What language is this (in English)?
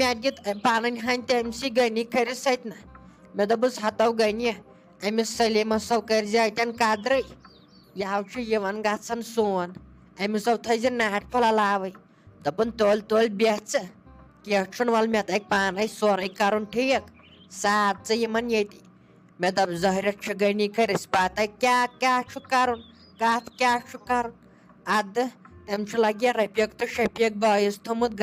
Kashmiri